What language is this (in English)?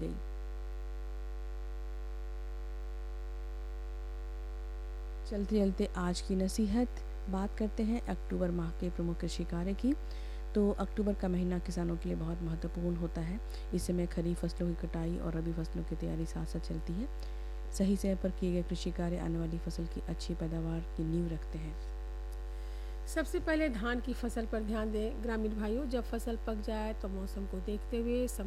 Hindi